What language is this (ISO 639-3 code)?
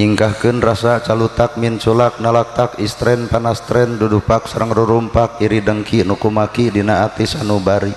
sun